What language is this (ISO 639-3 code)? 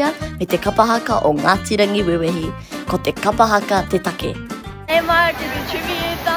mri